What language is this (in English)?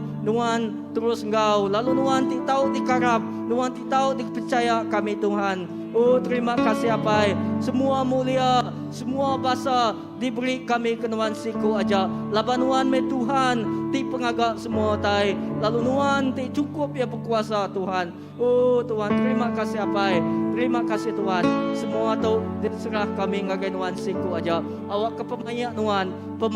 Iban